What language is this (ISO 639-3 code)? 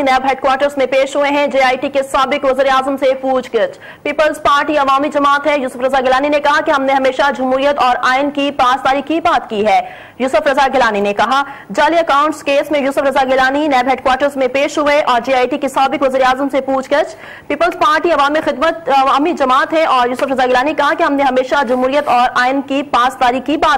urd